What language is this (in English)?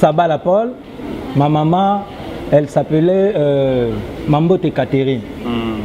Lingala